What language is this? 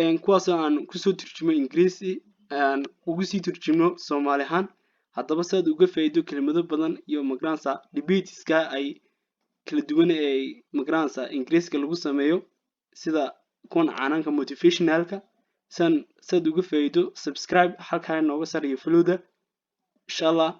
Somali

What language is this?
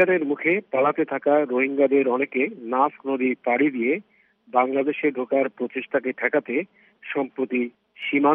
Bangla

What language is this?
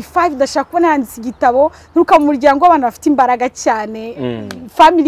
Kinyarwanda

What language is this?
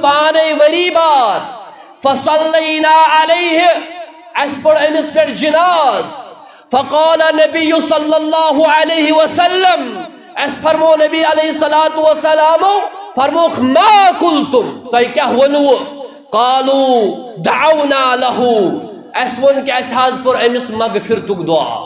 Kashmiri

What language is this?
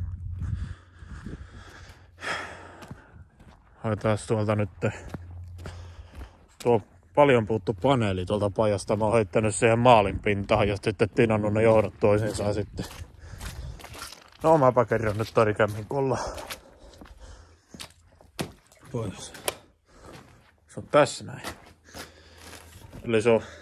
Finnish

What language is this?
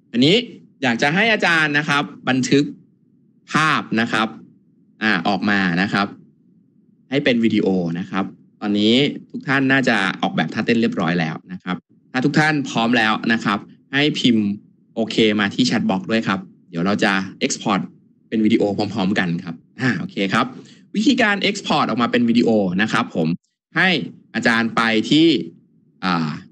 Thai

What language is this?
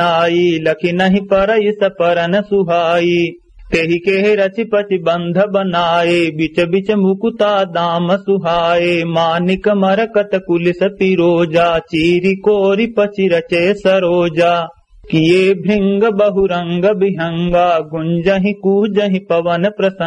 Awadhi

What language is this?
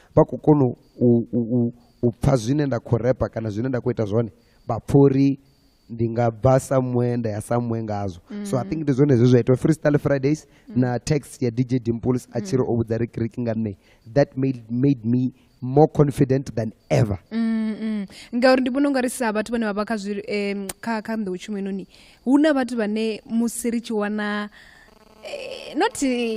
Venda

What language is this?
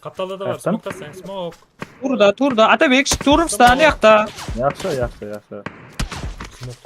Kara-Kalpak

